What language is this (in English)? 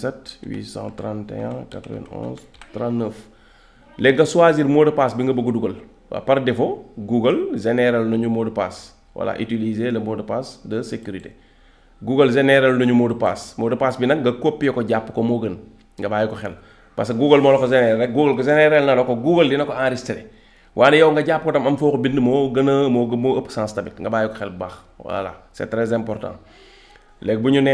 Wolof